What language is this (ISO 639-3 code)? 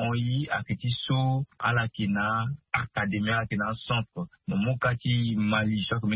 sag